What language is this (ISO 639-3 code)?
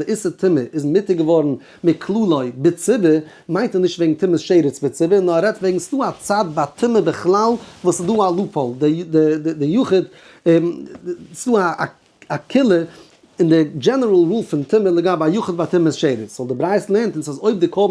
yid